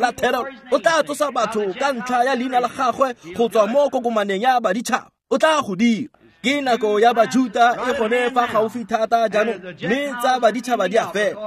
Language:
Tswana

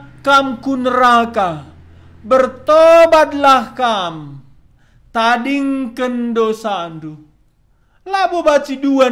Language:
Batak Karo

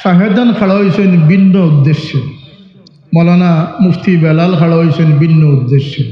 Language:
Sylheti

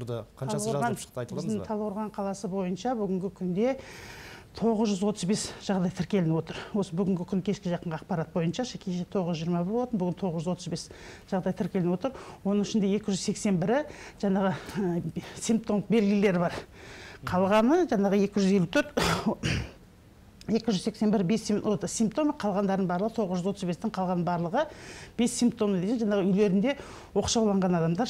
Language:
Kazakh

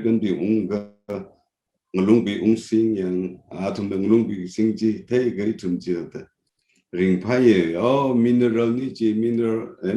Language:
Tangkhul Naga (India)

